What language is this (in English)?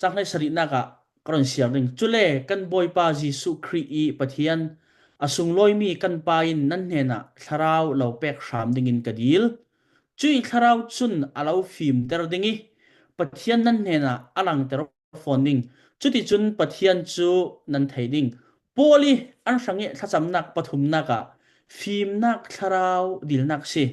Falam Chin